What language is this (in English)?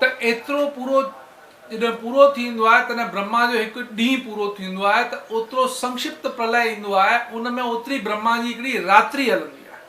Sindhi